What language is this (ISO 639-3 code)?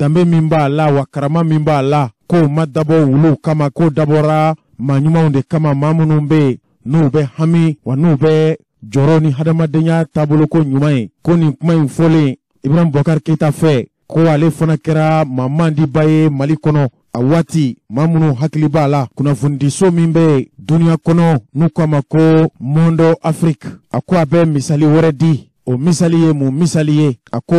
bam